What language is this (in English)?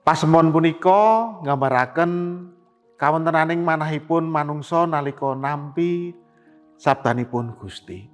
Javanese